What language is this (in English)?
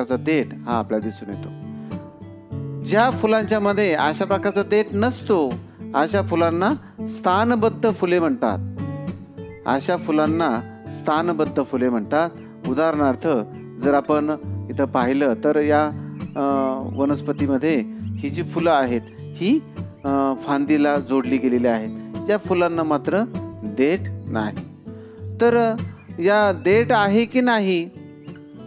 Marathi